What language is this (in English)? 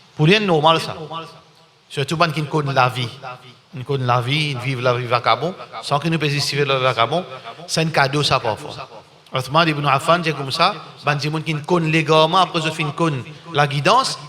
Morisyen